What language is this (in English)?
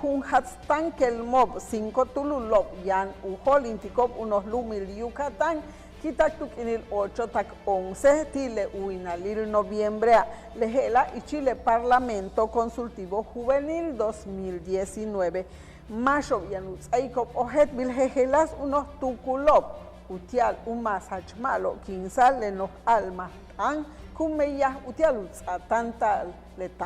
Yucateco